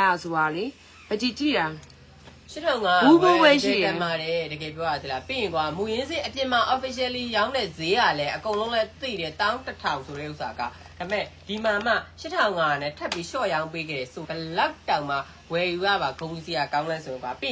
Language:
Burmese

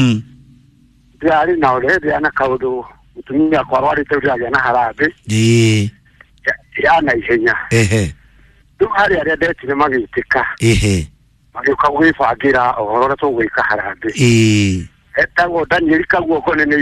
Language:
Kikuyu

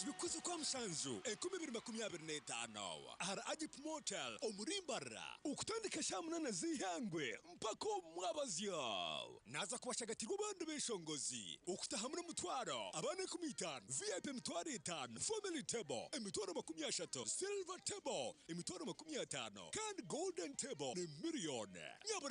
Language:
Nyankole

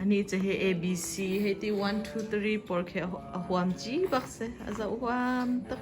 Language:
Hakha Chin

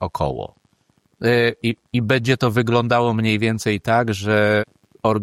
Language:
Polish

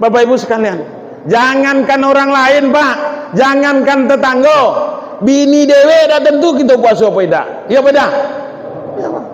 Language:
Minangkabau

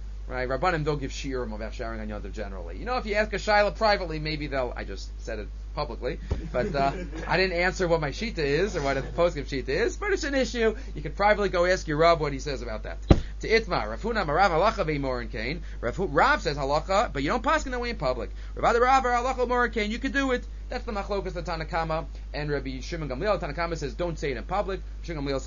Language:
English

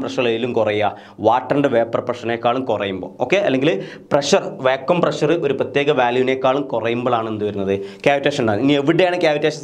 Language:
Malayalam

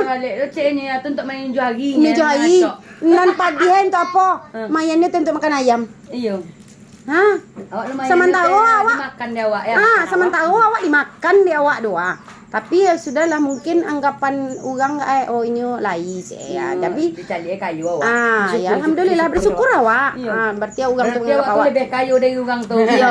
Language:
Minangkabau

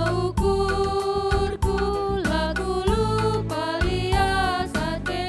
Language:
Batak Karo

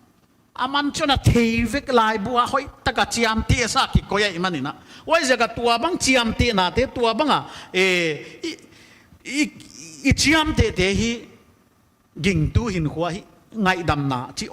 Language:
Paite Chin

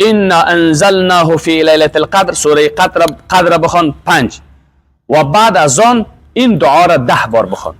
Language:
Persian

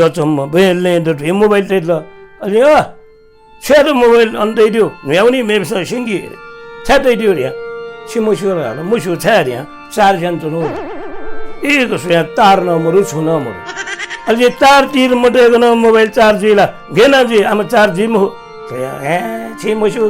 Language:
Newari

